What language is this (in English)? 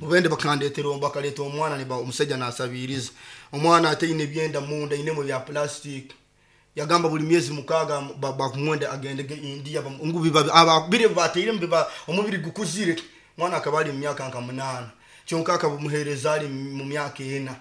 Nyoro